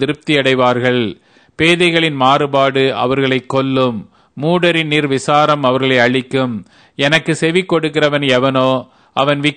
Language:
Tamil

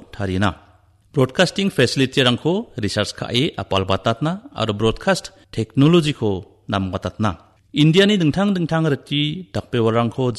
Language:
Garo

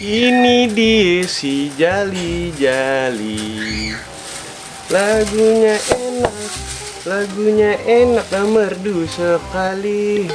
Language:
Betawi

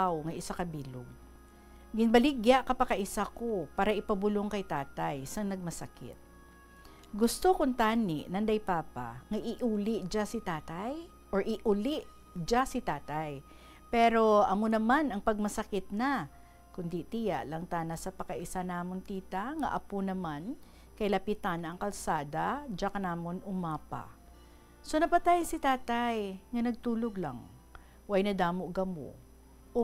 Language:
Hiligaynon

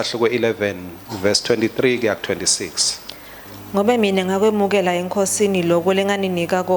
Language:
Swati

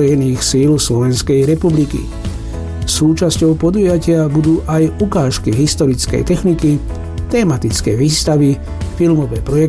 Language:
Slovak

